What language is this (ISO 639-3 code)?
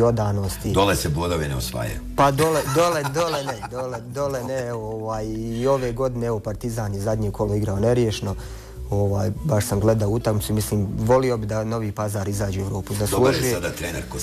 bos